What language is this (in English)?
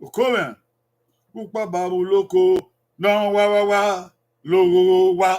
Bini